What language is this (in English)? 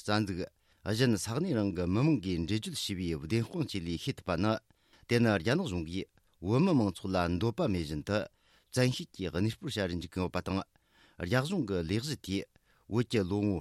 Tibetan